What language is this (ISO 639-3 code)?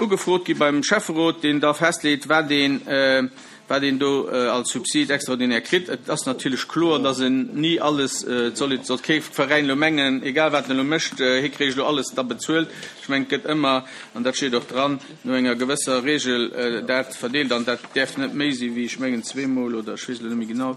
ltz